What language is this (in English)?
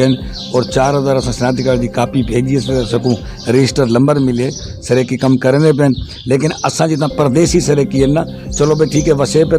Saraiki